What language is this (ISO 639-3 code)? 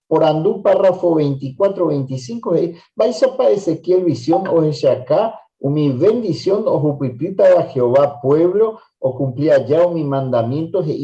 grn